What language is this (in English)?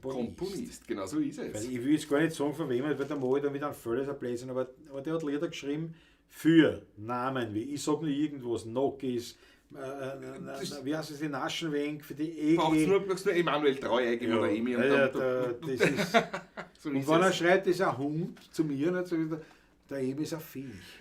Bavarian